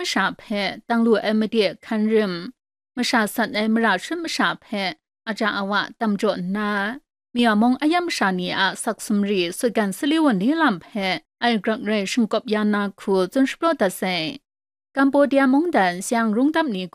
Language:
Kachin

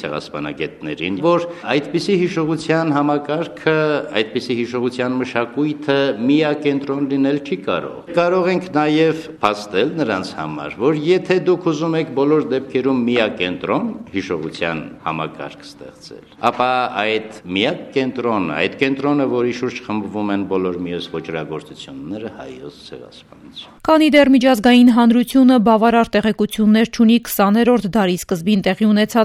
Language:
Armenian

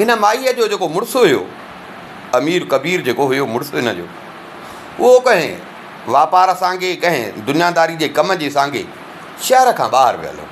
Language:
Sindhi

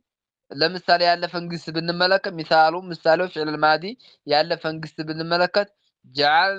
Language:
Amharic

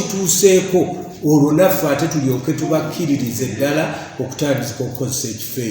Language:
Ganda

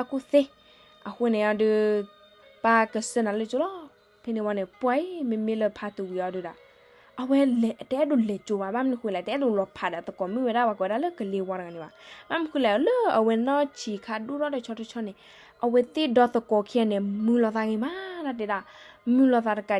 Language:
S'gaw Karen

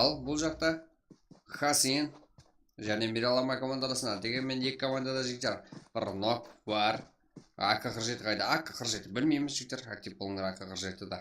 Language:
Kara-Kalpak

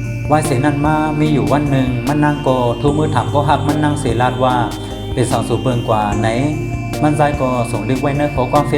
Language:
Shan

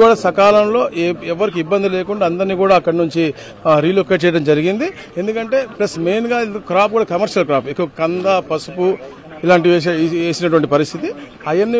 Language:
Telugu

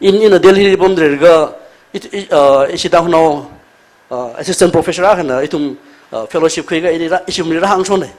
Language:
Tangkhul Naga (India)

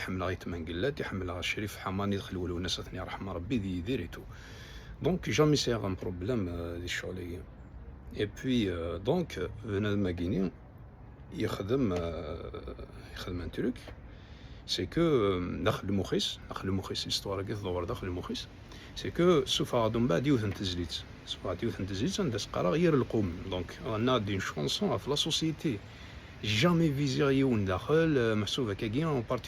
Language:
Kabyle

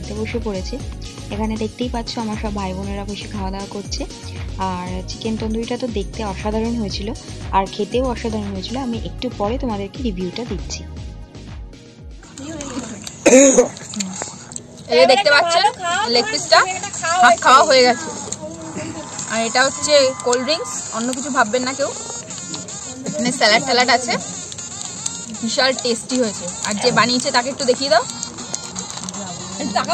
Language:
Bangla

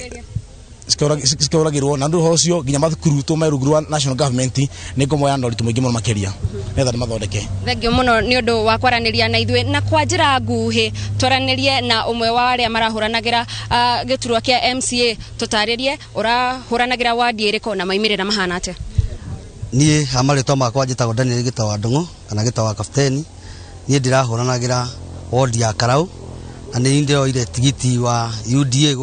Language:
Kikuyu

